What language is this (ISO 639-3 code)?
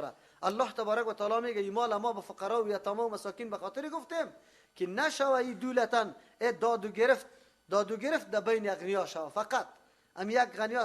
fas